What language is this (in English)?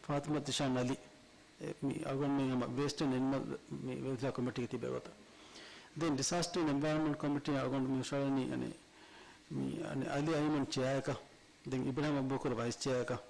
Divehi